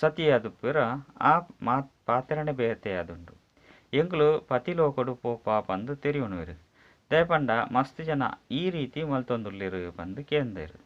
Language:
Tulu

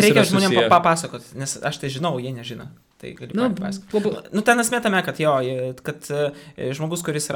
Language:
Lithuanian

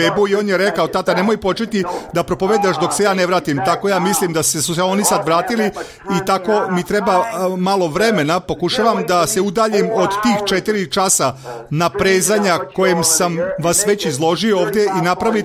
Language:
Serbian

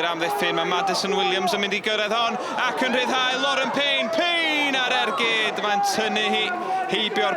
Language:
Welsh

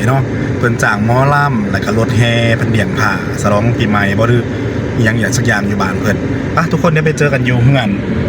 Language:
Northeastern Thai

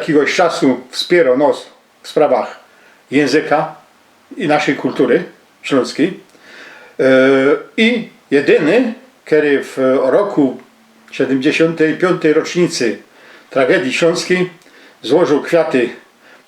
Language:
Silesian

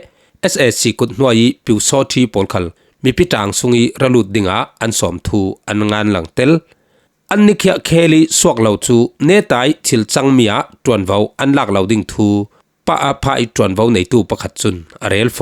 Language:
Falam Chin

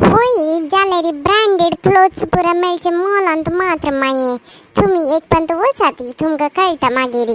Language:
Konkani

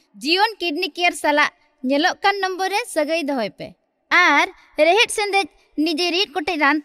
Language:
Santali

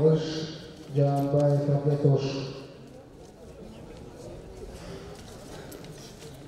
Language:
Kazakh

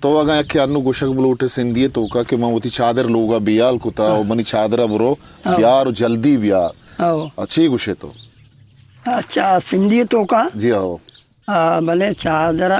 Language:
Eastern Balochi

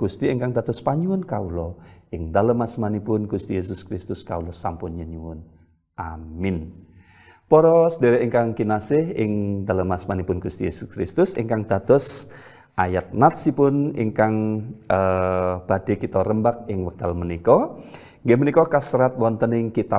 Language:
Javanese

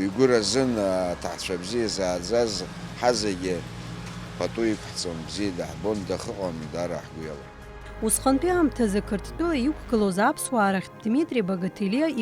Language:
Abkhazian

